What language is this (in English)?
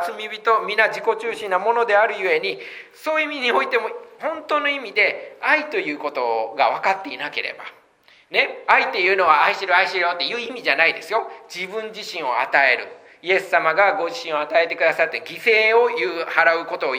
Japanese